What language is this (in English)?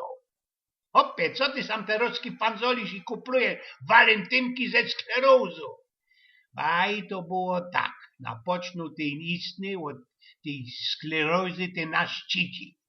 Silesian